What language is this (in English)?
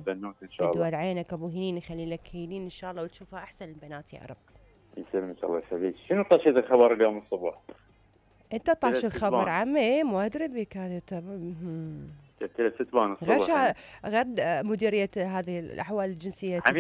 Mesopotamian Arabic